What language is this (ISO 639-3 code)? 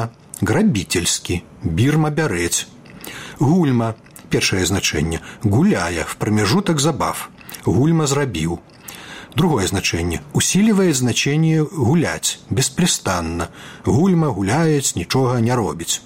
bel